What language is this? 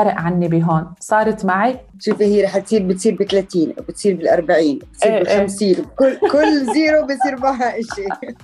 North Levantine Arabic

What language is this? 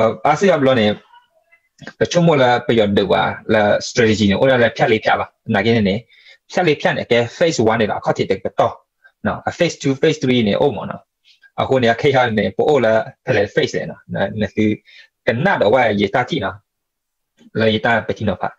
S'gaw Karen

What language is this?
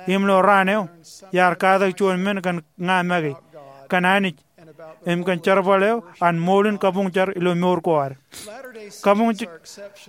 Marshallese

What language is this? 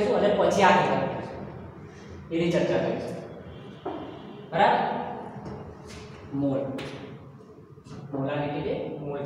Gujarati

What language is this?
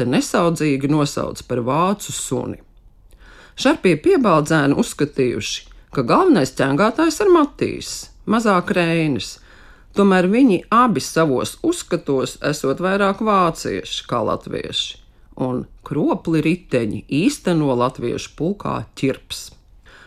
Latvian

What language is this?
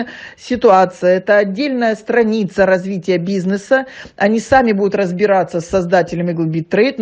Russian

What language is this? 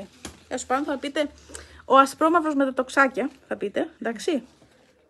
Greek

